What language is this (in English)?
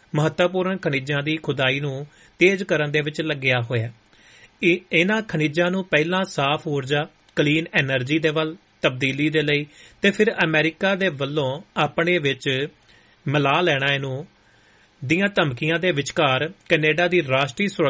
Punjabi